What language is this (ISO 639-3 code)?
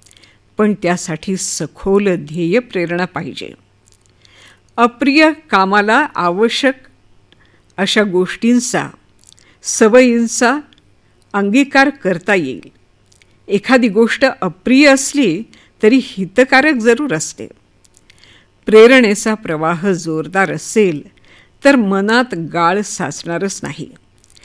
mar